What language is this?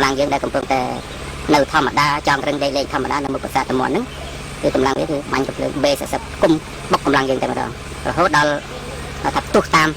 Khmer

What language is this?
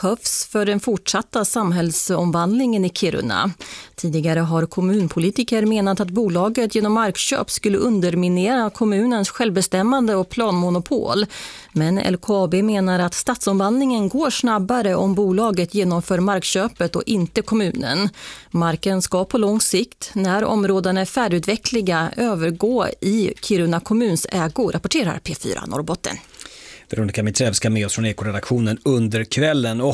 Swedish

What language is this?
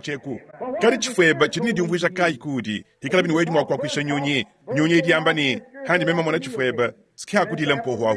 Luba-Lulua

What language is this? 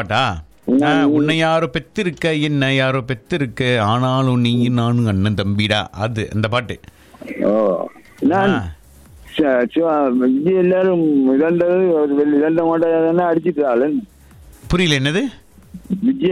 Tamil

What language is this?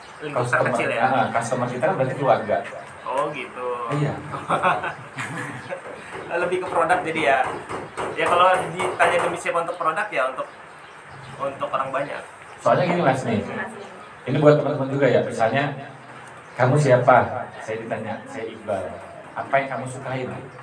Indonesian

